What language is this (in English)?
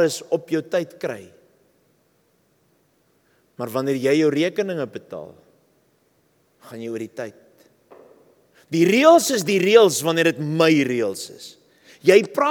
Afrikaans